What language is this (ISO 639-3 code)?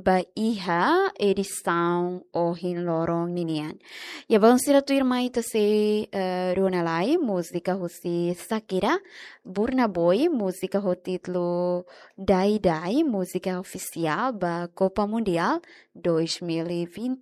tet